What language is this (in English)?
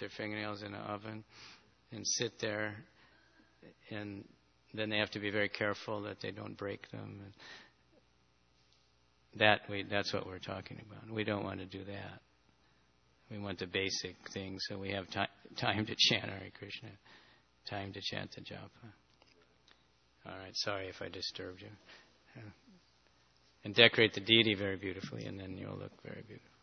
English